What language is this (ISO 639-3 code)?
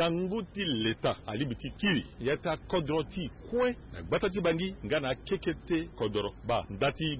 sag